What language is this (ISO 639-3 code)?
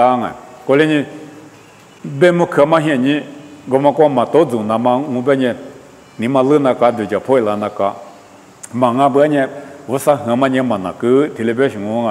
lis